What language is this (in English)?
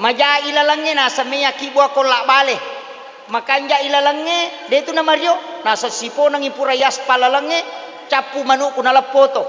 Buginese